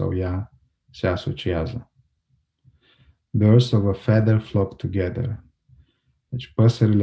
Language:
Romanian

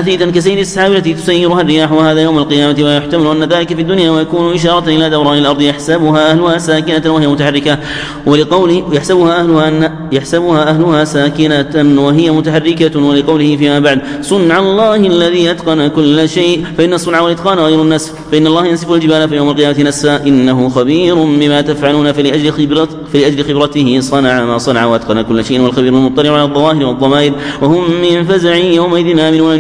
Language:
Arabic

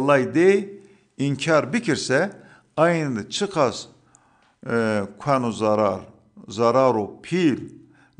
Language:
Zaza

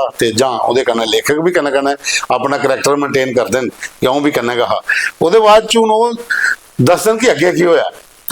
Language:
Dogri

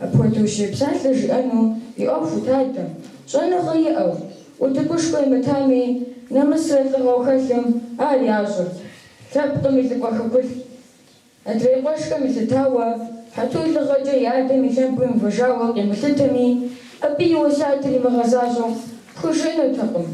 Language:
Kabardian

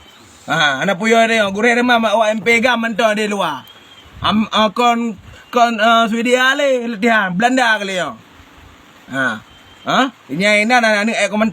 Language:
Achinese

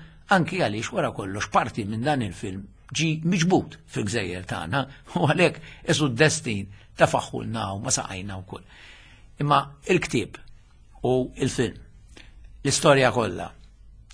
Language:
Maltese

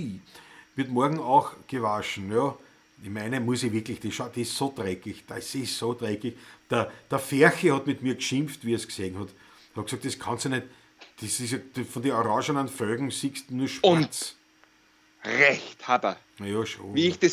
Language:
Bavarian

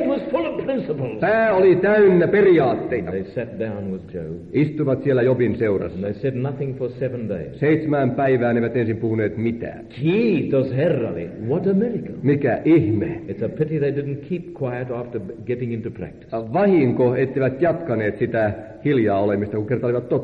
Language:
Finnish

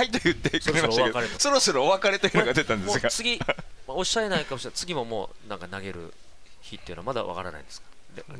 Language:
Japanese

